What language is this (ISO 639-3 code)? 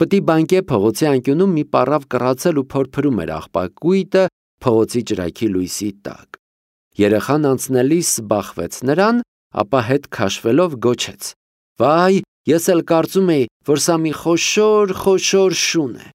hye